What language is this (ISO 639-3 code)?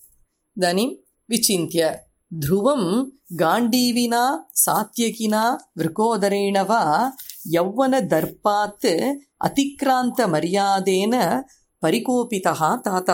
san